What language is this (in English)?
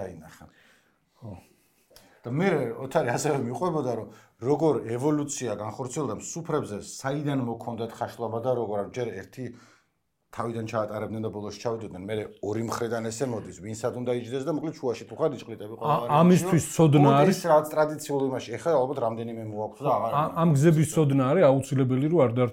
Georgian